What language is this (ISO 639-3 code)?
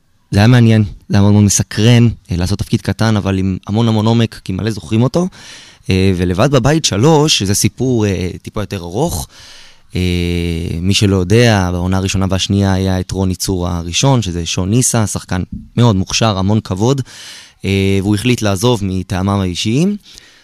heb